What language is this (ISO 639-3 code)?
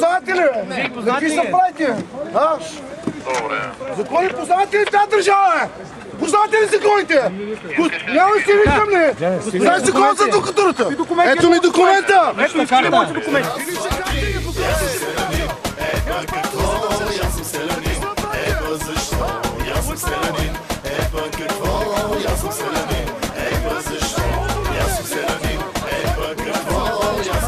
bul